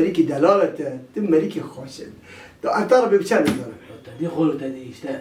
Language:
Kurdish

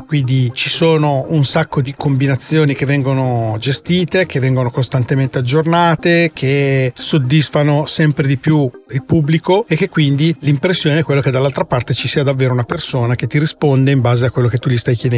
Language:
Italian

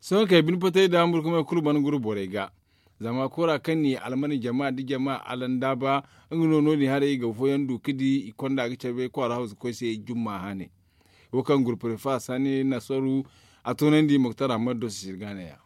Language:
Zarma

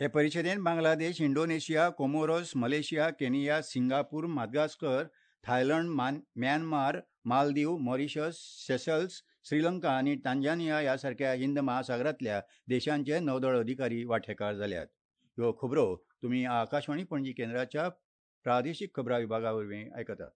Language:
Konkani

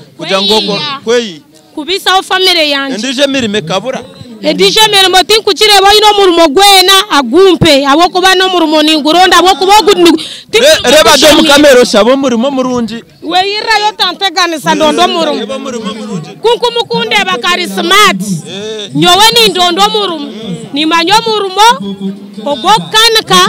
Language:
Nyankole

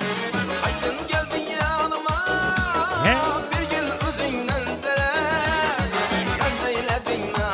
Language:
Kara-Kalpak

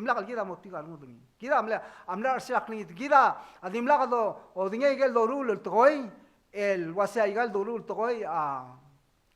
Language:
Palauan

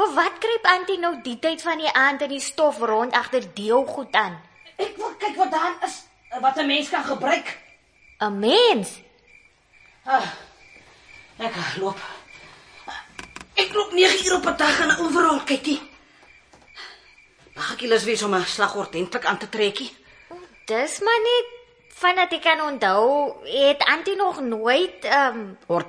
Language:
Afrikaans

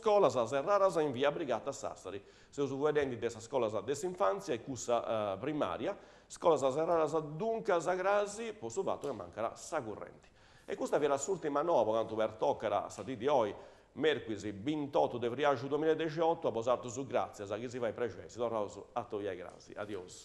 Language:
Sardinian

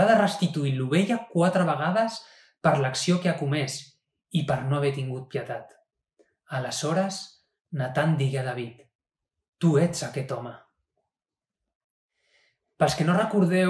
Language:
Catalan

